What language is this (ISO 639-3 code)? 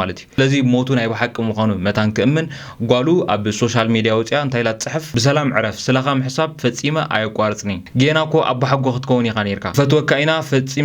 tir